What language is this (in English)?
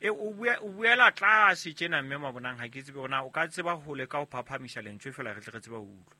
Southern Sotho